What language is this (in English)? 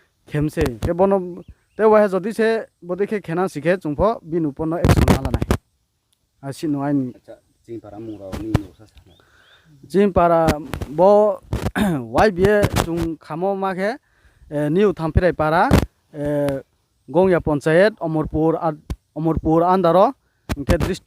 Riang (India)